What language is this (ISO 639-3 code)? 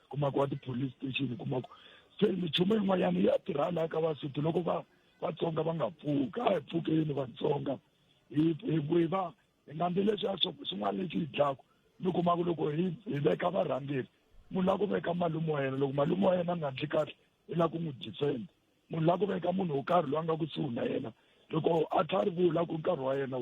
tso